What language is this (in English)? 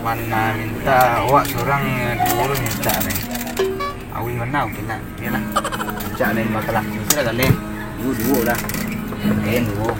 Minangkabau